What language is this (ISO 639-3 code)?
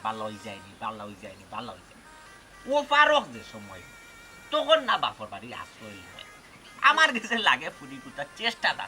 syl